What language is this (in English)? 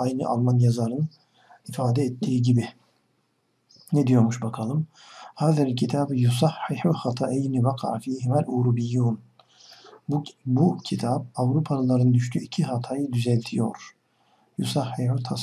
Turkish